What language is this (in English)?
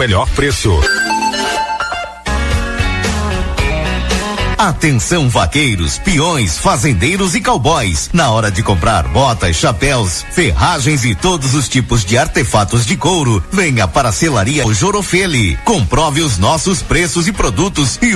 Portuguese